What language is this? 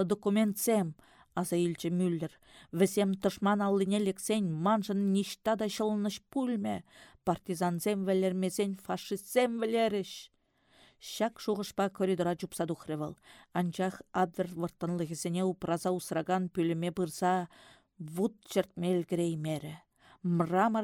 Chuvash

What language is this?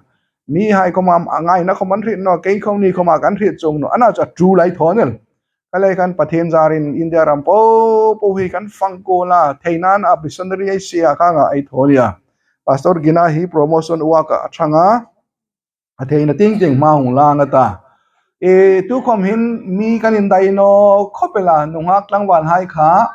Hmar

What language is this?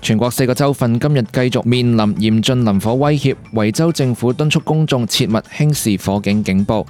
Cantonese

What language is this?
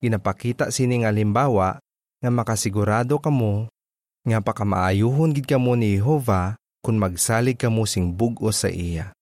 Hiligaynon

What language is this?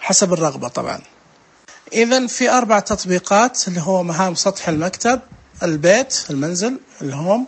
Najdi Arabic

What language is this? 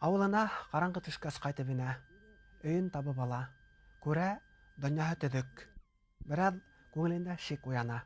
Bashkir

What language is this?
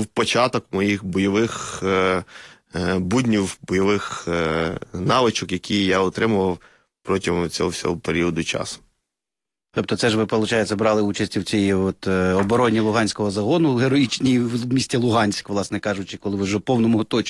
Ukrainian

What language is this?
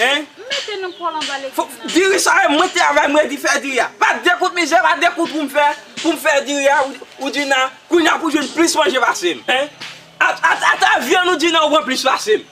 Haitian Creole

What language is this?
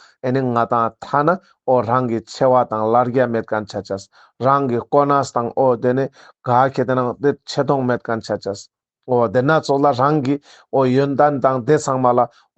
Ladakhi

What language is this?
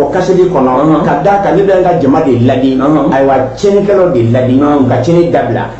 Bambara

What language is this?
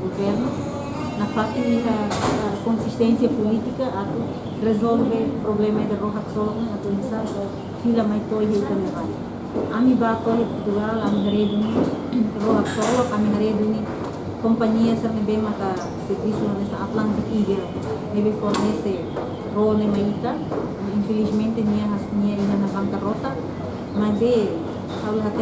Tetum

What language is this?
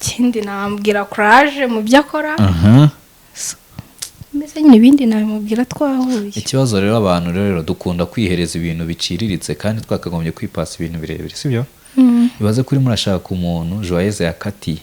Kinyarwanda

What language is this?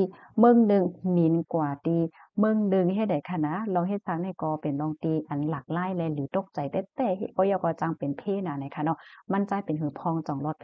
Shan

